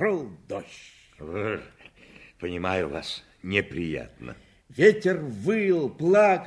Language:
Russian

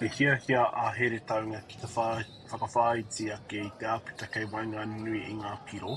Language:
Māori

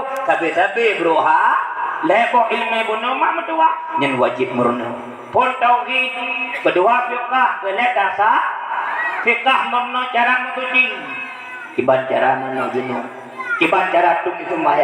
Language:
Achinese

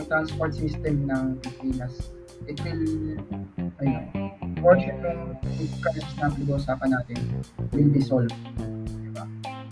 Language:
Filipino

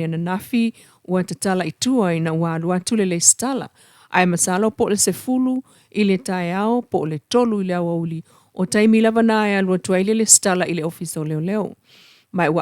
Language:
Samoan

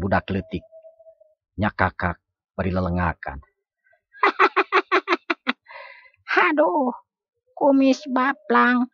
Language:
Sundanese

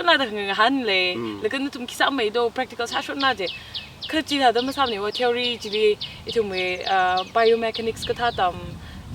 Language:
Tangkhul Naga (India)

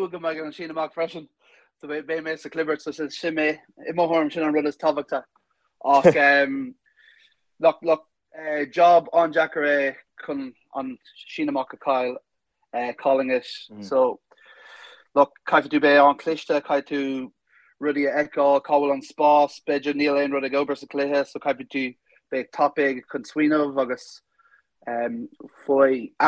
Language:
Irish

